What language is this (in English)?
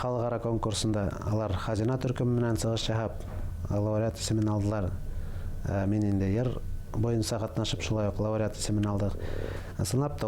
Bashkir